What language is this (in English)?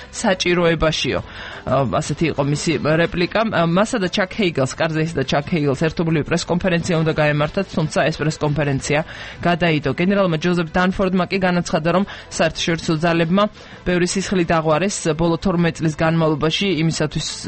Georgian